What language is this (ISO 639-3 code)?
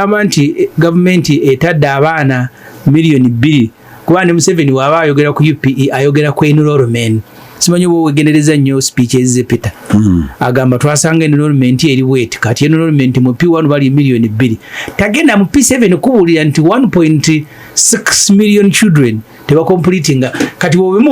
lug